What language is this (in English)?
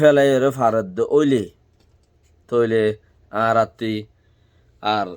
Rohingya